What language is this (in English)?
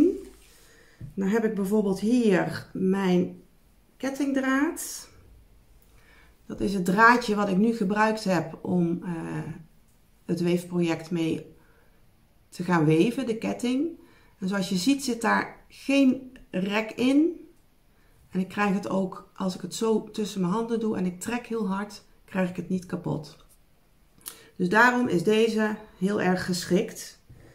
Dutch